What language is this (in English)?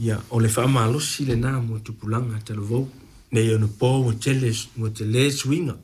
Samoan